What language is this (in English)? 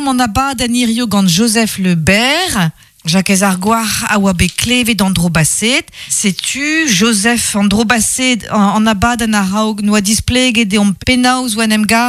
Breton